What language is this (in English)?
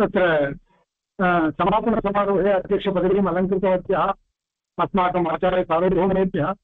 Sanskrit